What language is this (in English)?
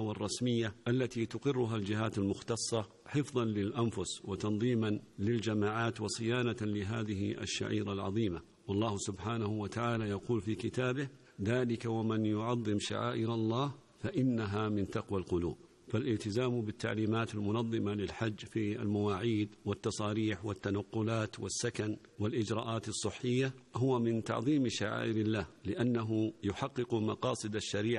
Arabic